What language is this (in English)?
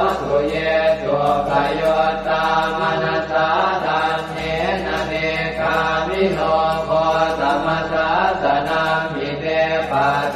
Pali